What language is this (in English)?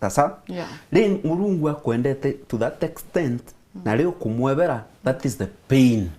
Meru